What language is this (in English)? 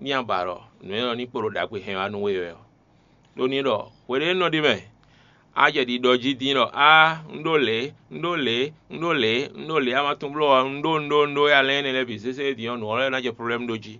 Fon